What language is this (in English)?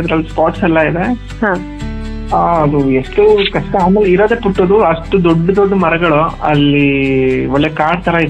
Kannada